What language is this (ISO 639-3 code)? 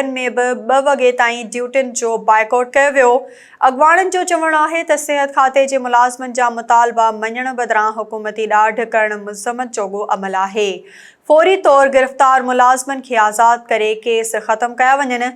snd